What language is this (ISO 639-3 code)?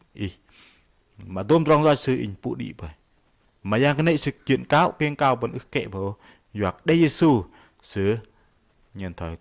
bdq